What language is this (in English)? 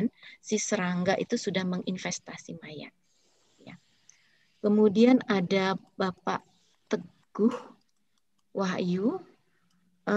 Indonesian